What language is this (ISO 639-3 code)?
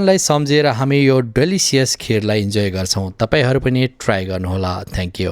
nep